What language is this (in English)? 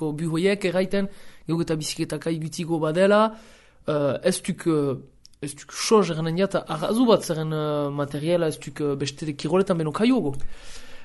Basque